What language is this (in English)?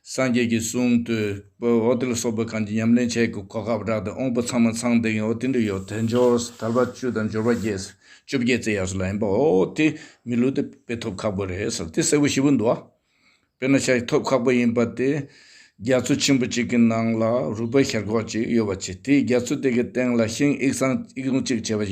Tibetan